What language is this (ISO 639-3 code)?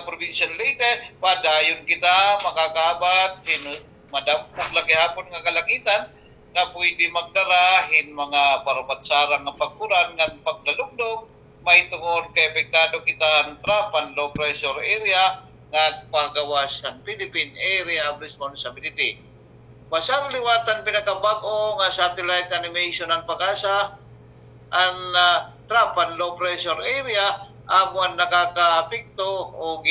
war